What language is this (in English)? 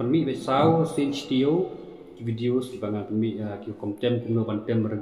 Khasi